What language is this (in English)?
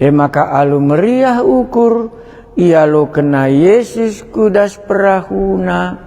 Batak Karo